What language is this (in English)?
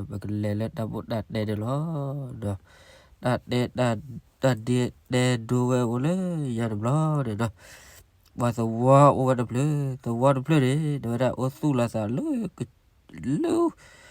S'gaw Karen